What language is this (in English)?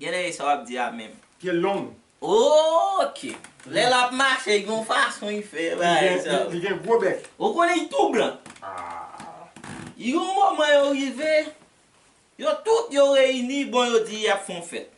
Haitian Creole